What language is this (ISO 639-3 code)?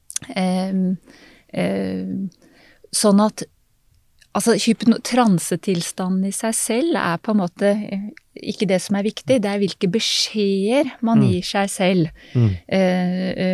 nor